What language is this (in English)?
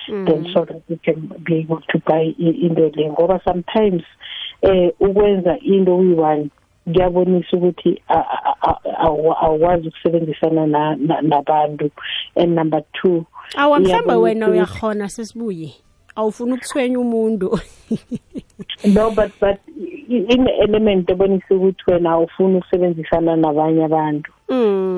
South Ndebele